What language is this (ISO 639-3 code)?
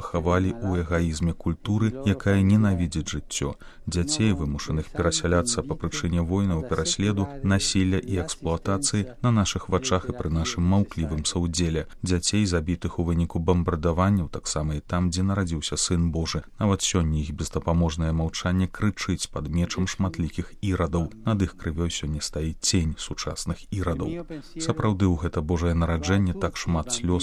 bel